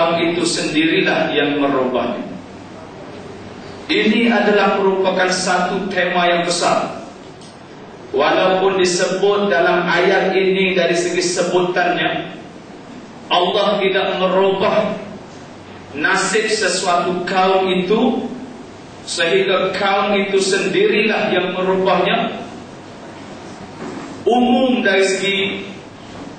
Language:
Malay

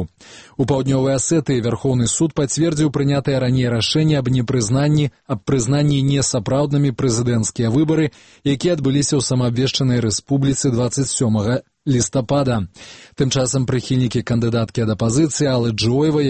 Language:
Belarusian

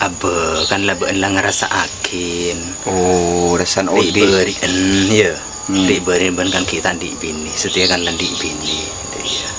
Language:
Madurese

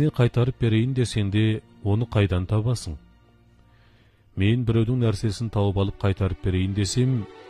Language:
Kazakh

